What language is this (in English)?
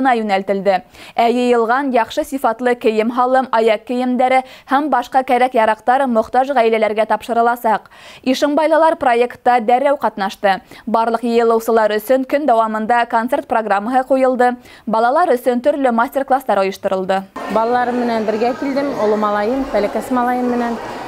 Bashkir